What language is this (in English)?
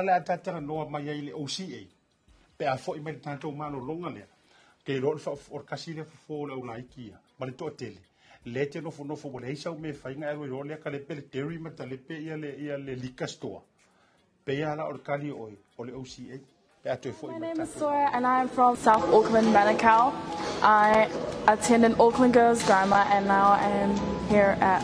Samoan